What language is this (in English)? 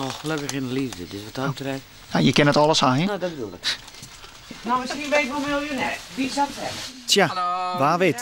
Western Frisian